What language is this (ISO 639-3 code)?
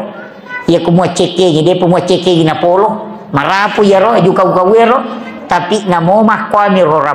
bug